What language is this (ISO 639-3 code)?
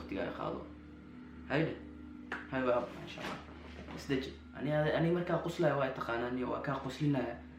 som